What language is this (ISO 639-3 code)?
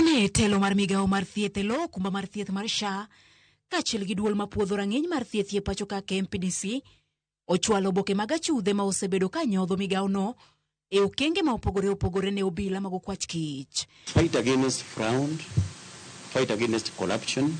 luo